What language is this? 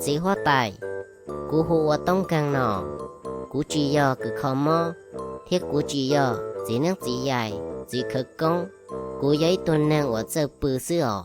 Hmong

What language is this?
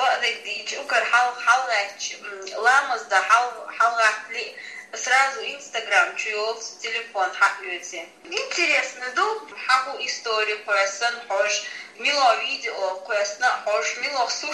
Chechen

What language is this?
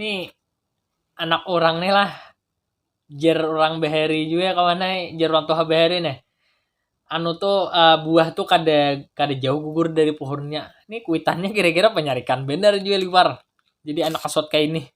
Banjar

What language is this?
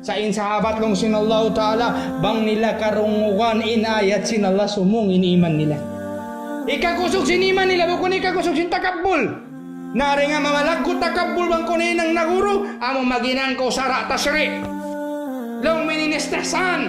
Tausug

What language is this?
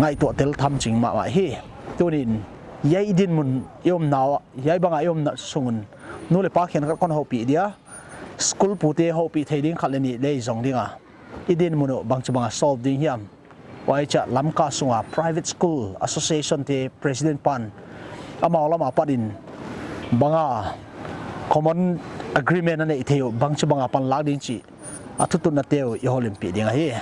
Paite Chin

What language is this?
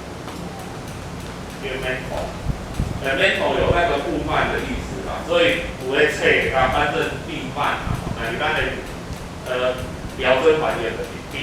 Min Nan Chinese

